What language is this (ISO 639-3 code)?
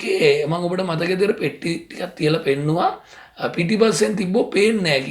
sin